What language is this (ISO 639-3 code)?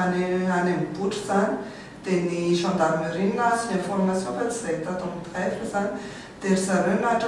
mlg